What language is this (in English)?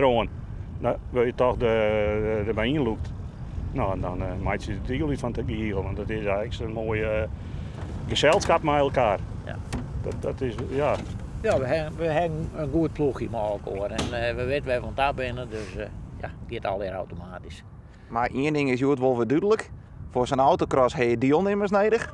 Western Frisian